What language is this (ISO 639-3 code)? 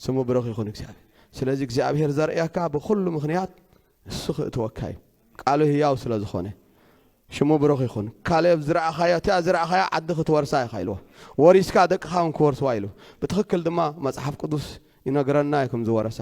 tir